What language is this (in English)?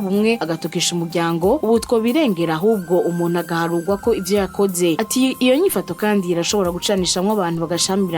Rundi